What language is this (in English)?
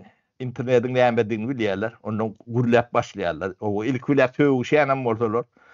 Turkmen